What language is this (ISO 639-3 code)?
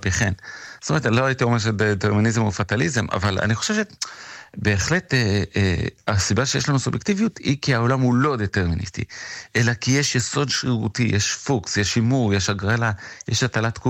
heb